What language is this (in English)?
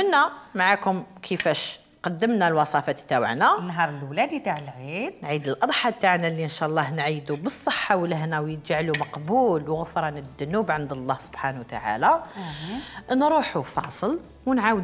Algerian Arabic